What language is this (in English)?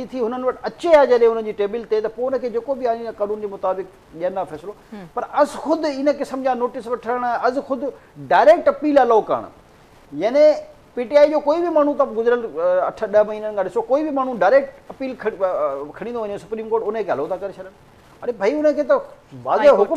Sindhi